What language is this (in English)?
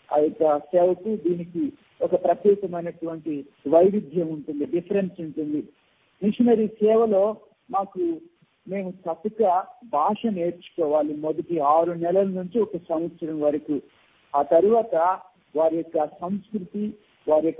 Telugu